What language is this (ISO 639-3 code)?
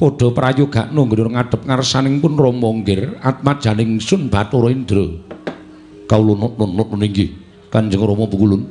jav